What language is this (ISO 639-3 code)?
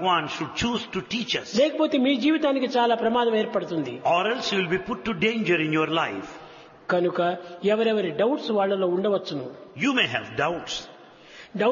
tel